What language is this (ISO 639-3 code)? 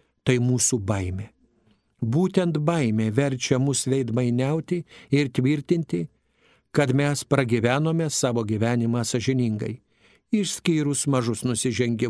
lit